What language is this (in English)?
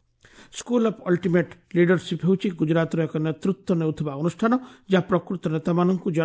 Odia